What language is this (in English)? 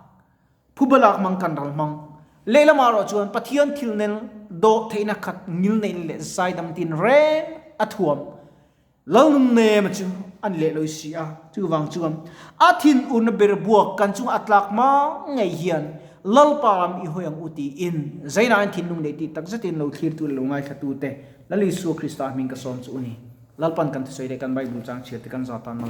Mizo